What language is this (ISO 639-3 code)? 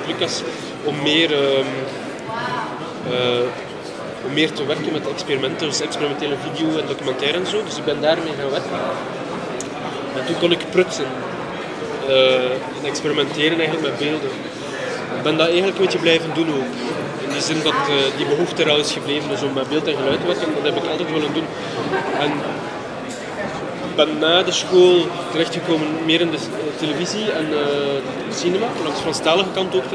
nld